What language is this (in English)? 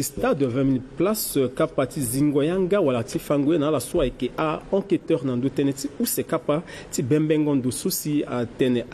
Sango